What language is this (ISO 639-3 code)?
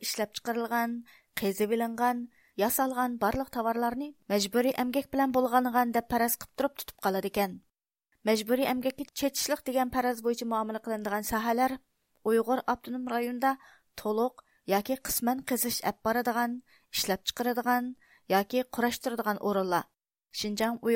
uig